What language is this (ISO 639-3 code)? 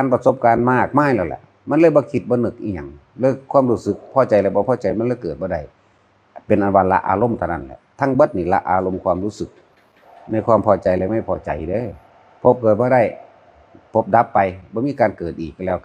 tts